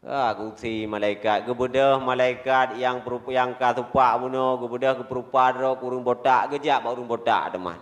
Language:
Achinese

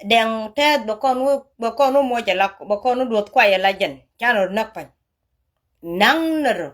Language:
Nuer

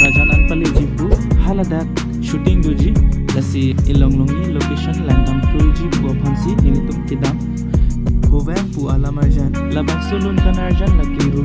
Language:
Karbi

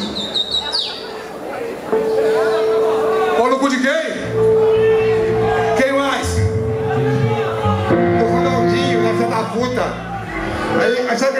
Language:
Portuguese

